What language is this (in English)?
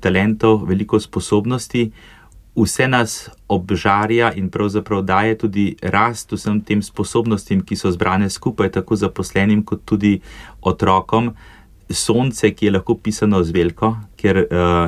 Slovenian